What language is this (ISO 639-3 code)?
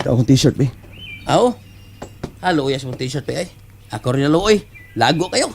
ceb